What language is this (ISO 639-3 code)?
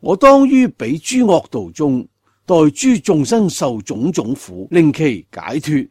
yue